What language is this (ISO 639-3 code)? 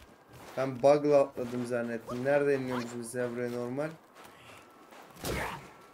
tur